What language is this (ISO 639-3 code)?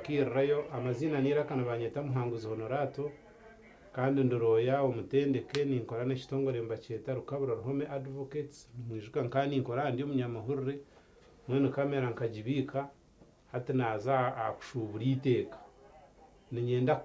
nyn